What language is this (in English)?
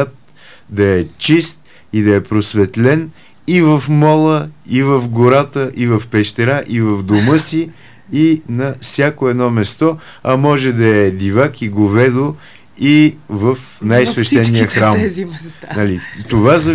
Bulgarian